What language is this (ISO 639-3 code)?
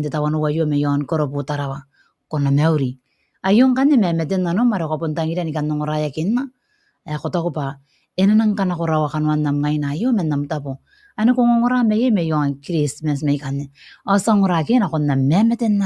gil